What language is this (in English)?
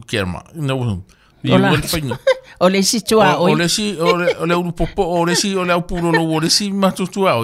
Samoan